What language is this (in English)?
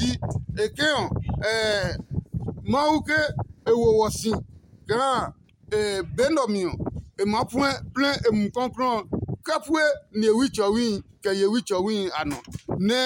Adangme